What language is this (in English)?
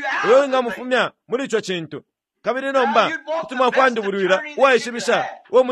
Bemba